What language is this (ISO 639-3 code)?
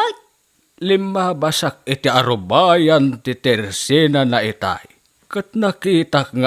ilo